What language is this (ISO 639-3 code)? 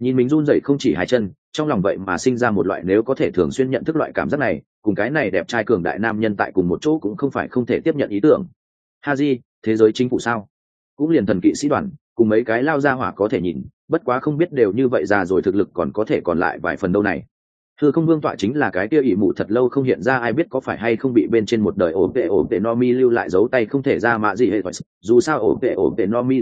vie